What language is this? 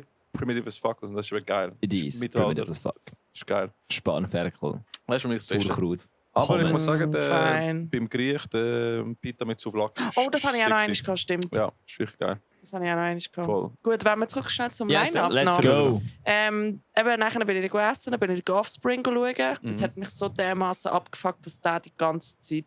Swiss German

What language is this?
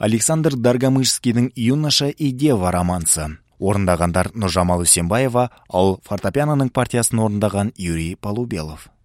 Kazakh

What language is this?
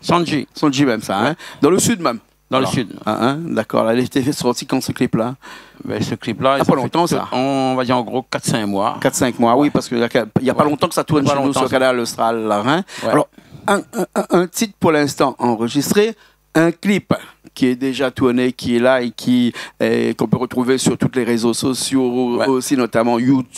Réunion Creole French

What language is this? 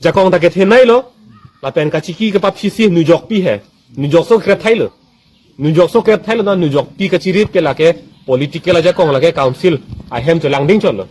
Karbi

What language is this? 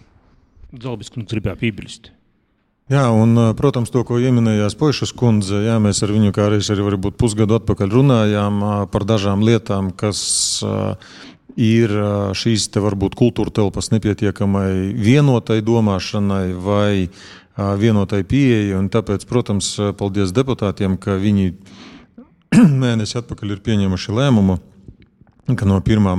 Latvian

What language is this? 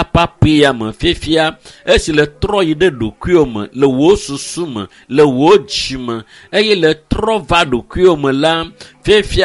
Ewe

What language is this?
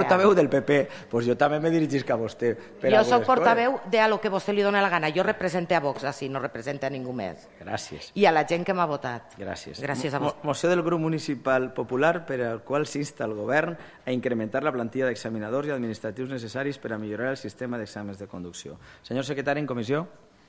Catalan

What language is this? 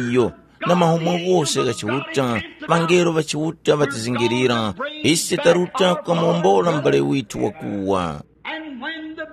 Tumbuka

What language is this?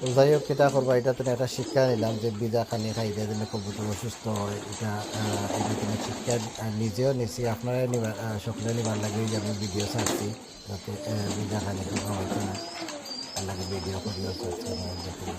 Sylheti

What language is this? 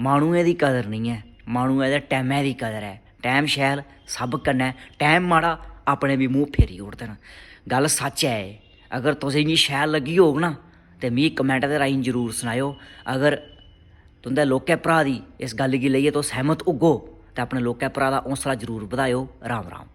Dogri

